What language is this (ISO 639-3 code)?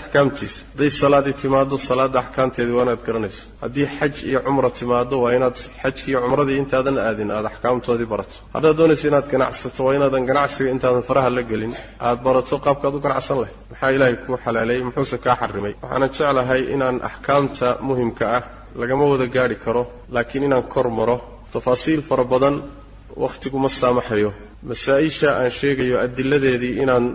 som